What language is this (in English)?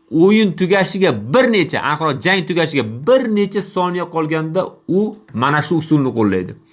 Uzbek